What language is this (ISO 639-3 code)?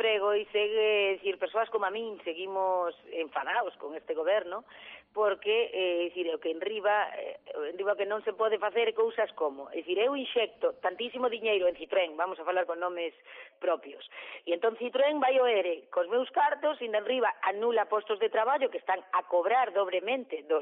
glg